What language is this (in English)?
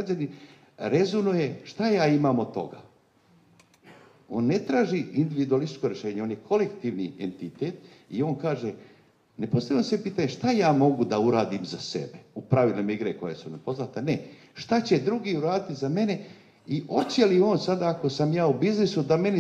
Serbian